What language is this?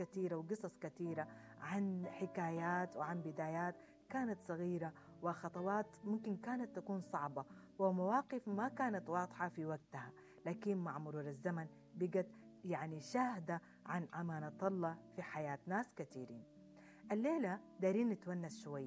Sudanese Arabic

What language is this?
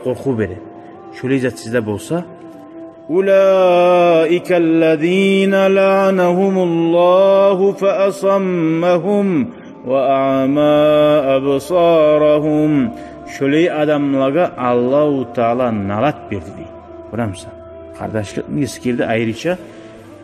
Kumyk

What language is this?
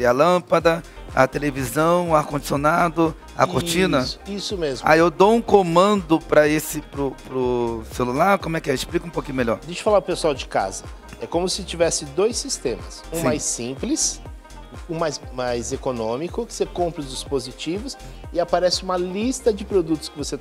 Portuguese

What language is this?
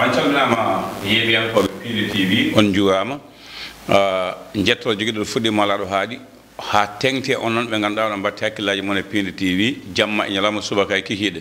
Fula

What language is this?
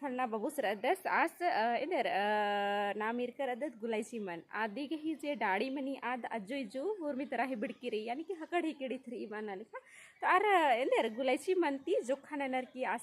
Kurukh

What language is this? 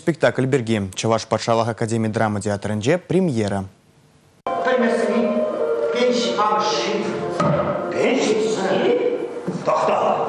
Chuvash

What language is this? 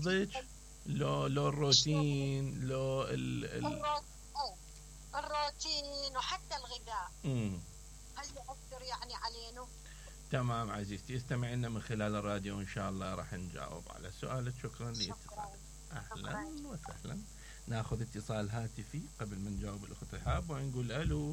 Mesopotamian Arabic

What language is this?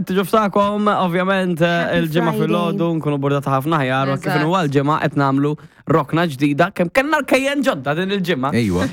Maltese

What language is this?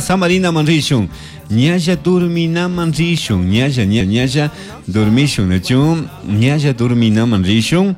Chimborazo Highland Quichua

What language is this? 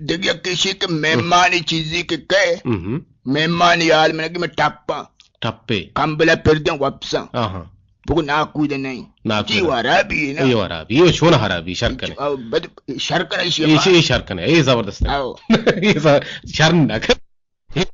Eastern Balochi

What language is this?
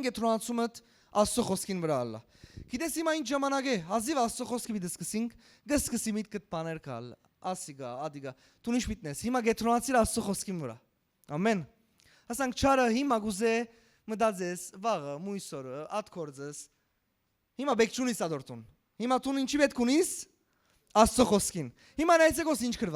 Western Armenian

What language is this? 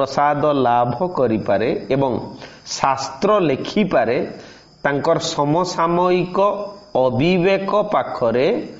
Odia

